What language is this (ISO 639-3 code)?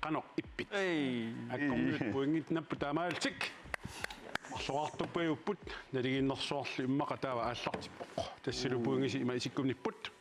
kal